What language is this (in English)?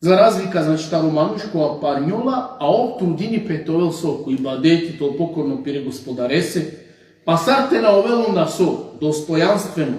Balkan Romani